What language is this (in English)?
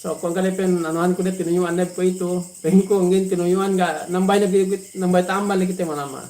Yakan